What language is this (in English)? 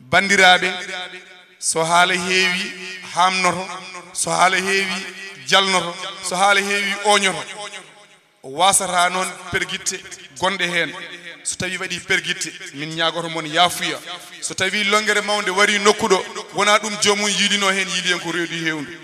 Fula